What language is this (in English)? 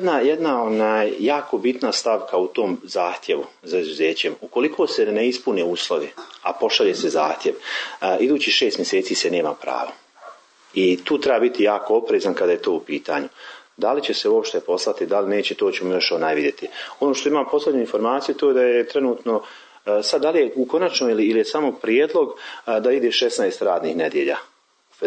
Croatian